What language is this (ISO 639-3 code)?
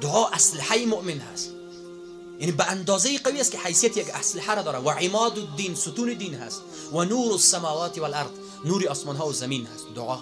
fas